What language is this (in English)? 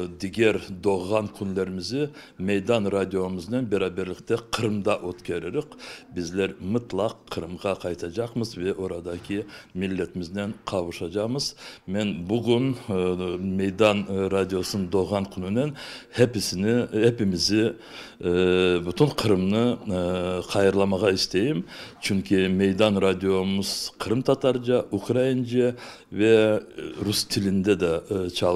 Crimean Tatar